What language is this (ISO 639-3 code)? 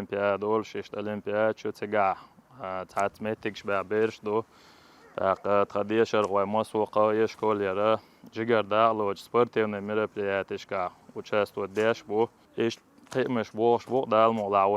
che